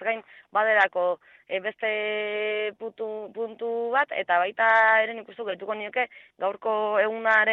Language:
Basque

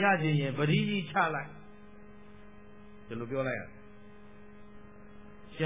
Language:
Burmese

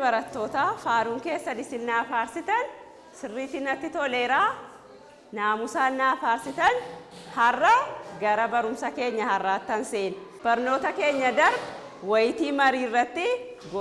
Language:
Oromo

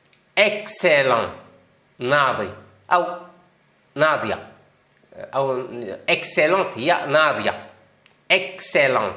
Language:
Moroccan Arabic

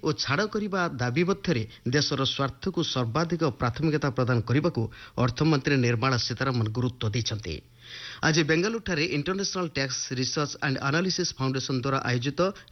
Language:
Odia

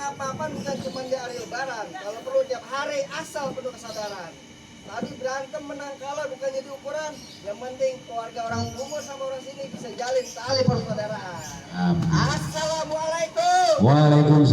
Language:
Betawi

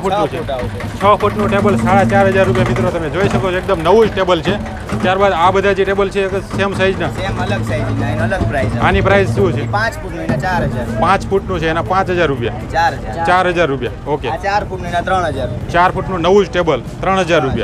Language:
Gujarati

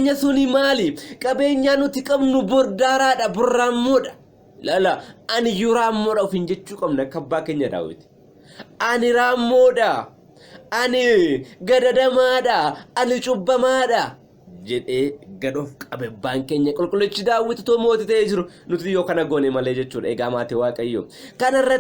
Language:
Oromo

